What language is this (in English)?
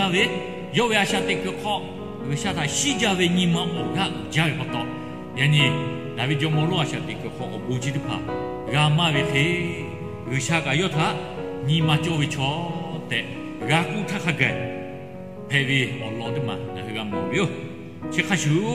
Lahu